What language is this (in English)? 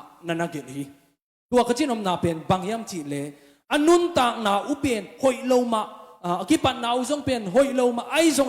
Tedim Chin